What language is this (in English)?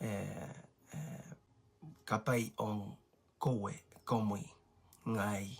Pohnpeian